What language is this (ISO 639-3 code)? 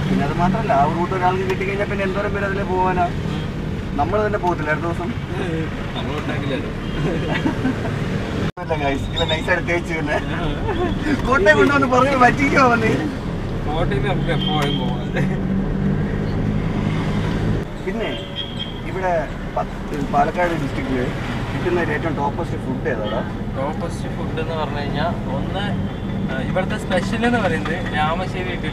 mal